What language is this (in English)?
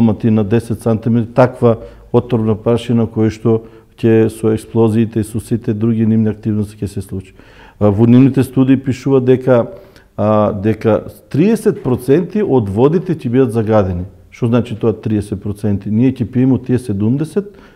Macedonian